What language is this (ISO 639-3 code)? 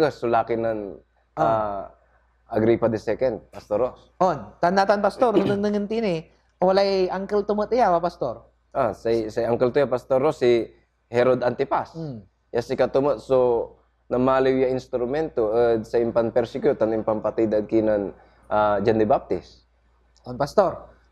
pag